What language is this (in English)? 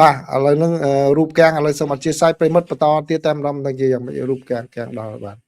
Khmer